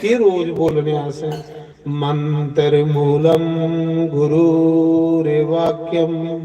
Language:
Dogri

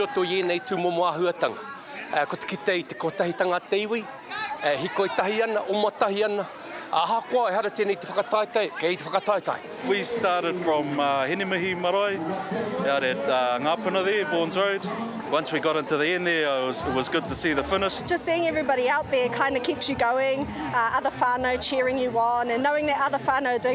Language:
Māori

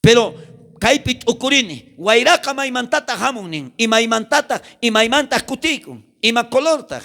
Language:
South Bolivian Quechua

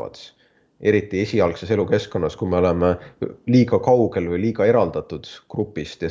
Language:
Estonian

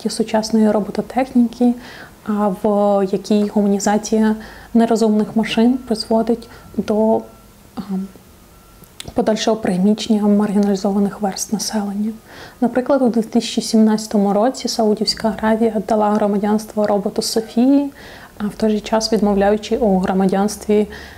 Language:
Ukrainian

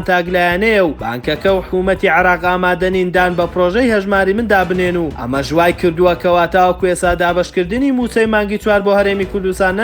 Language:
Central Kurdish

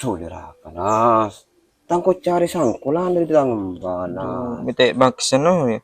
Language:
Madurese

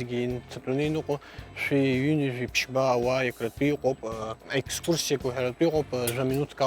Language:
Abkhazian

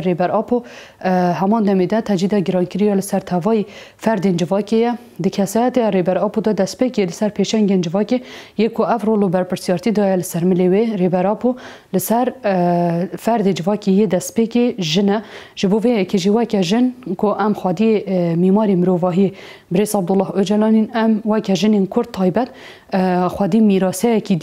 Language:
Kurdish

